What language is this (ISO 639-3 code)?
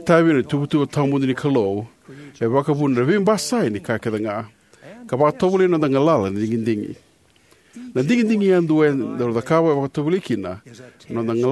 fij